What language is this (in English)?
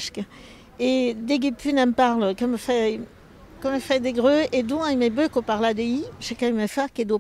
Occitan